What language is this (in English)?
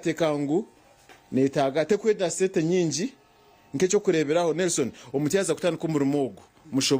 Nyankole